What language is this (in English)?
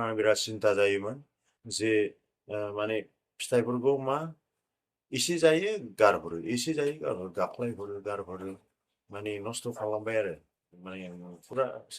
Bodo